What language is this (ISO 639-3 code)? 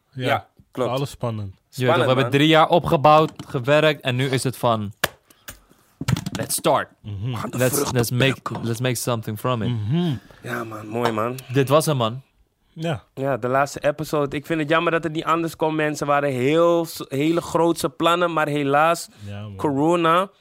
nld